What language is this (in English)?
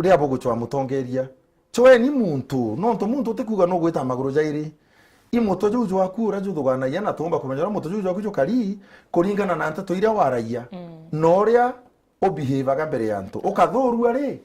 Meru